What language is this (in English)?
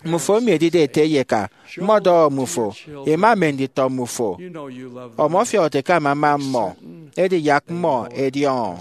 Efik